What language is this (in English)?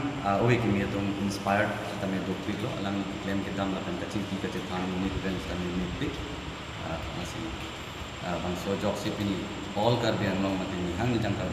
Karbi